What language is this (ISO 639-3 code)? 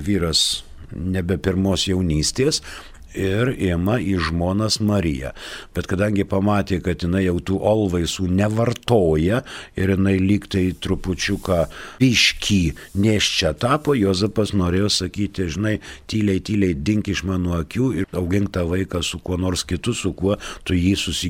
lit